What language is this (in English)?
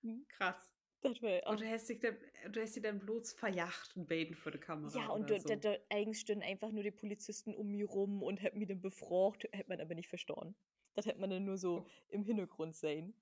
Low German